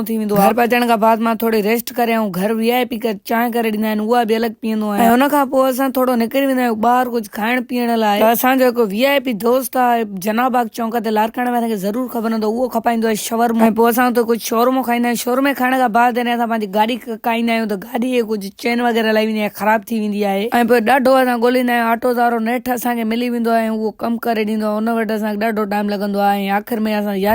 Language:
Sindhi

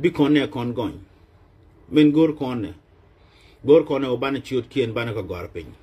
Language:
Nuer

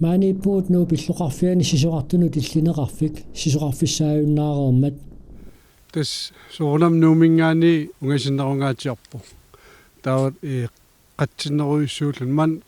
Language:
Kalaallisut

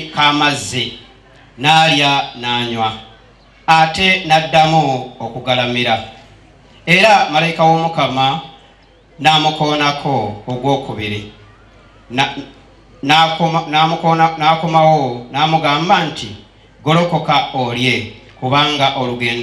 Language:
Ganda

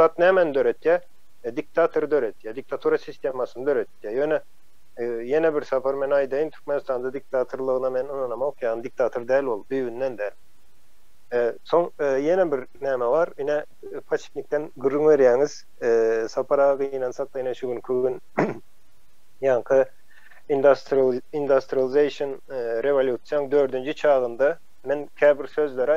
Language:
Turkmen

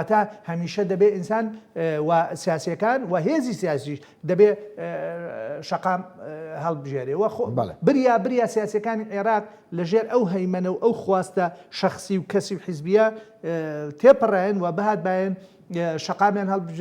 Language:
Central Kurdish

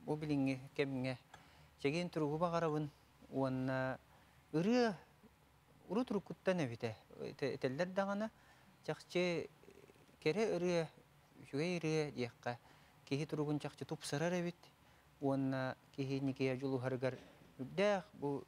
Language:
Yakut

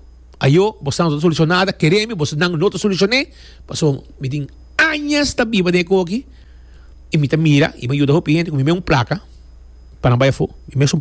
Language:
Papiamento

